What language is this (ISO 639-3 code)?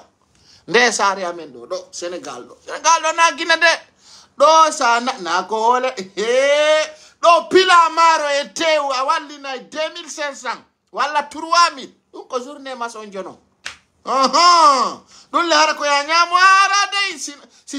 swa